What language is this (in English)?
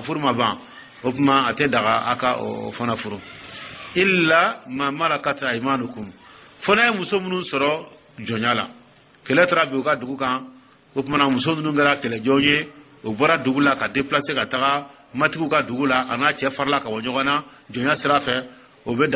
Dyula